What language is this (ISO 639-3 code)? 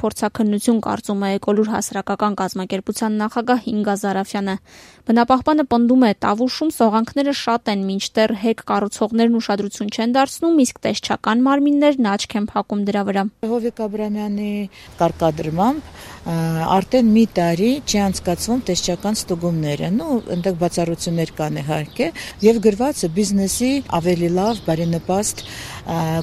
hye